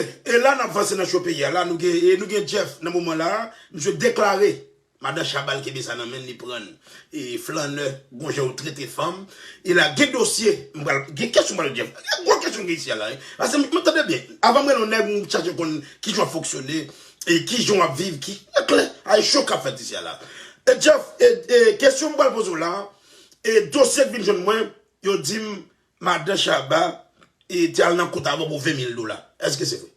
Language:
Haitian Creole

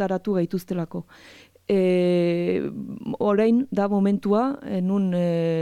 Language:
Basque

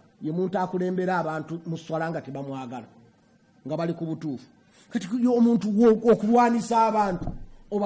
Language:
Ganda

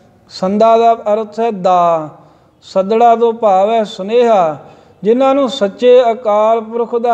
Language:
Punjabi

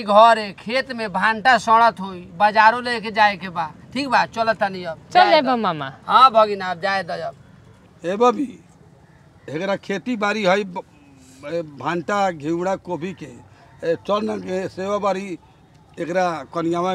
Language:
Bhojpuri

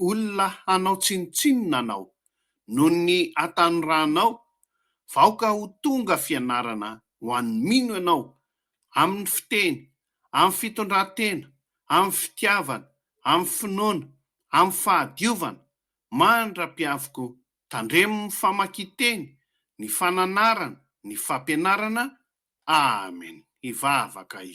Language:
Malagasy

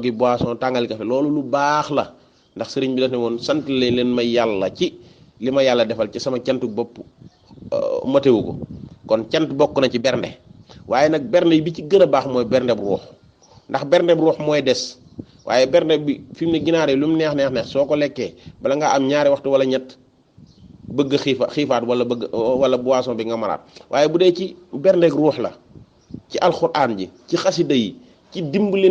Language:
Wolof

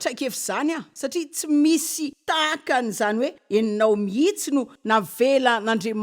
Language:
Malagasy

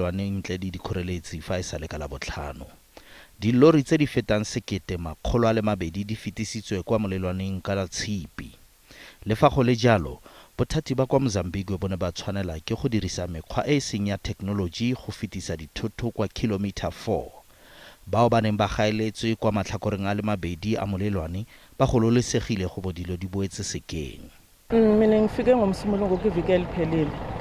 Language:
Tswana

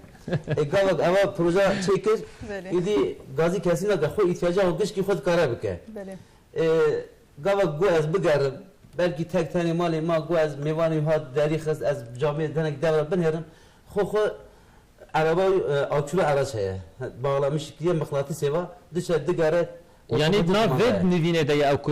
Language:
Kurdish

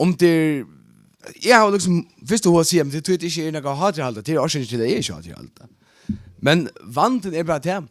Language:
Faroese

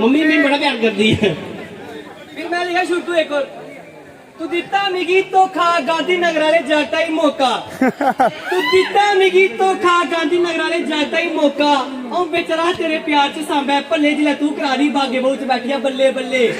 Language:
Dogri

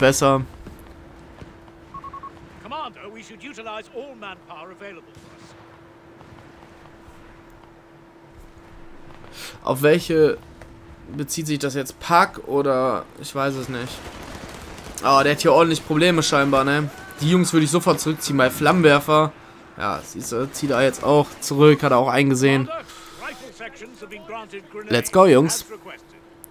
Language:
German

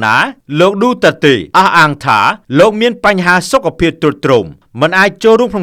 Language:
Khmer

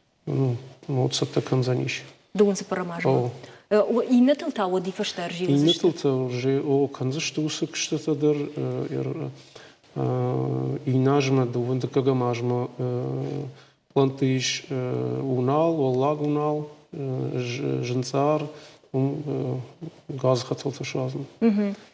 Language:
Ossetic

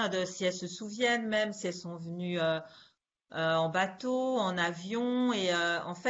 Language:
French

